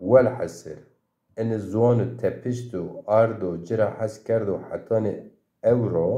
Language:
Zaza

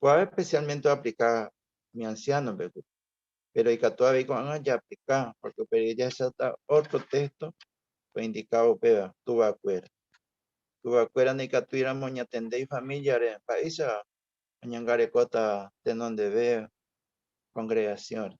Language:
Guarani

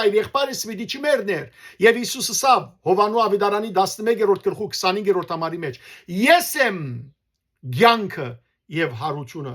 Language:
Western Armenian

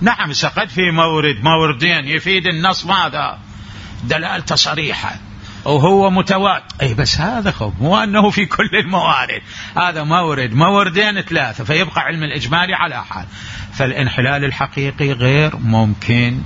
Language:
Mesopotamian Arabic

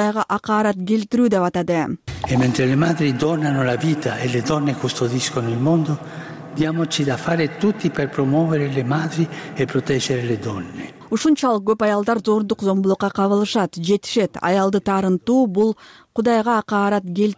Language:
Kyrgyz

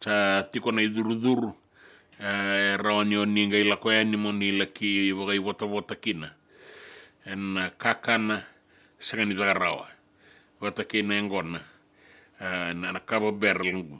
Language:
Fijian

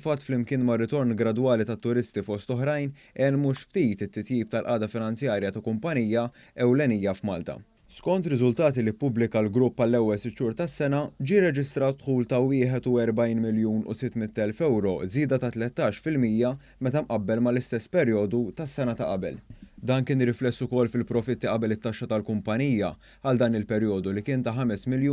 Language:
Maltese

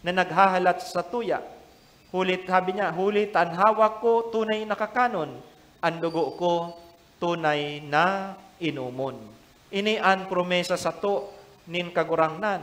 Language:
Bikol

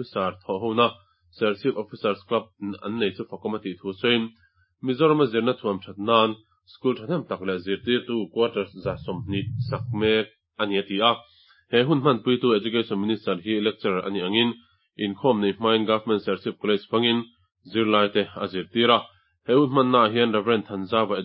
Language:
Mizo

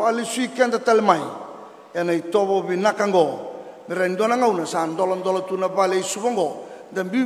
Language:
Fijian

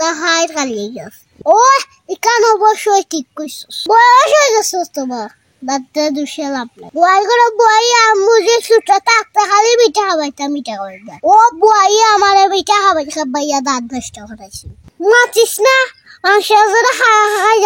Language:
Sylheti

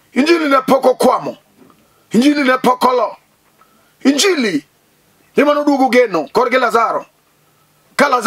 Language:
Luo (Kenya and Tanzania)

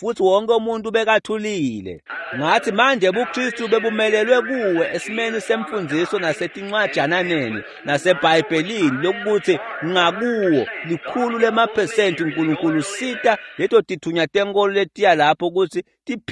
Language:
Swati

